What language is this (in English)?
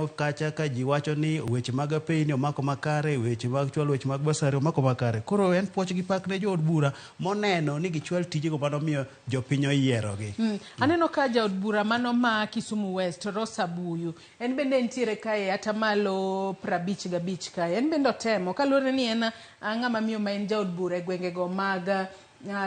Luo (Kenya and Tanzania)